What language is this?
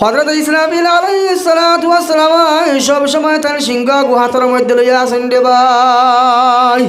Sylheti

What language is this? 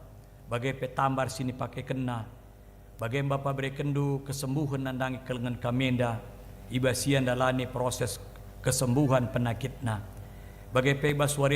Batak Karo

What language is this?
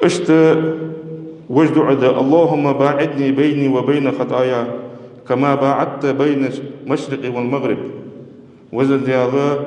Ingush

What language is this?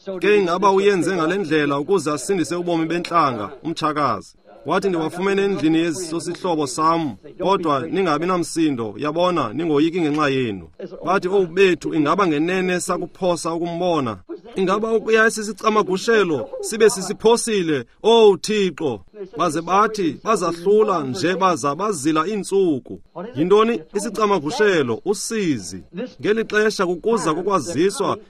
Xhosa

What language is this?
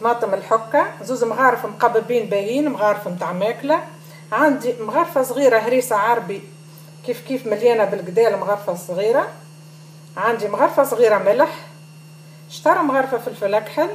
Tunisian Arabic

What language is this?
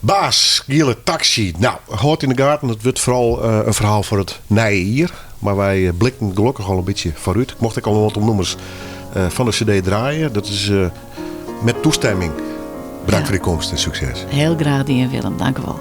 Western Frisian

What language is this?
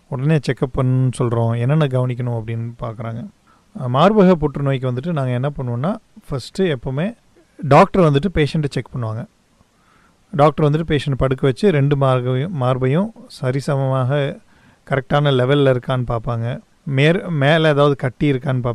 Tamil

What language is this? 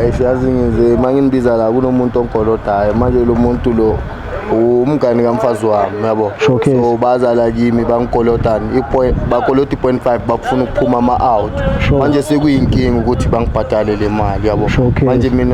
Zulu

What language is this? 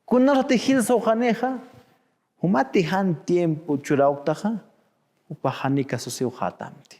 Aymara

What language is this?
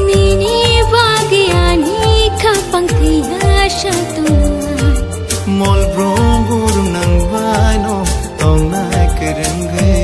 Kok Borok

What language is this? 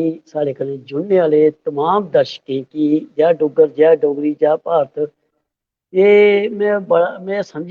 Dogri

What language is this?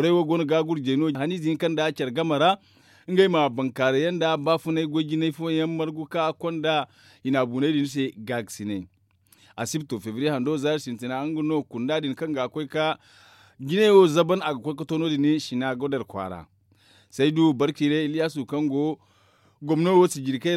Zarma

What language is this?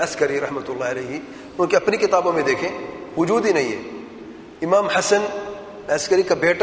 Urdu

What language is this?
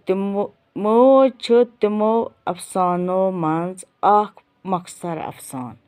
Kashmiri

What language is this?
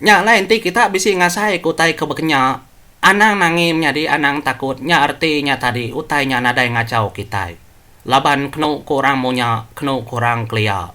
Iban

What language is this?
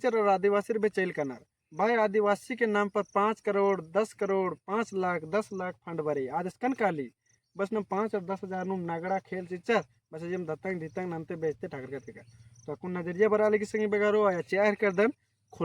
Kurukh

